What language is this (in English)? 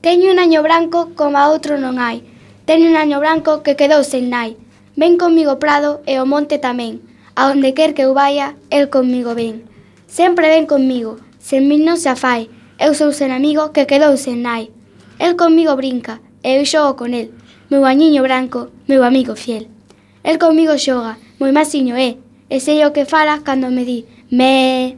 Galician